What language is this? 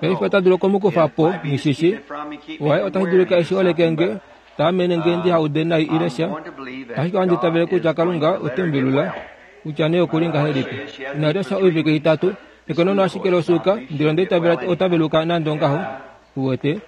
Kuanyama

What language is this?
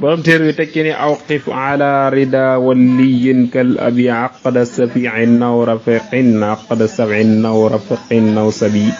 Wolof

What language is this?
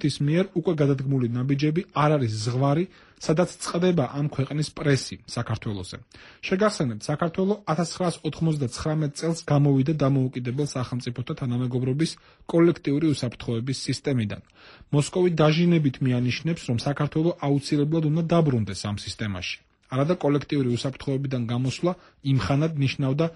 Georgian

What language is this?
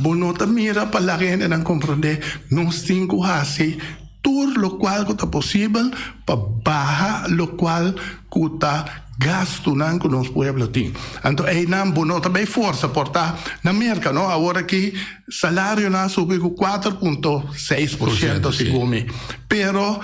Papiamento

